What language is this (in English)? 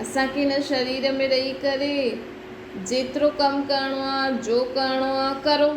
Sindhi